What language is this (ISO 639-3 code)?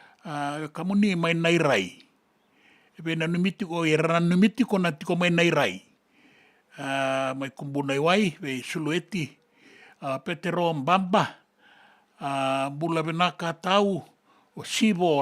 fij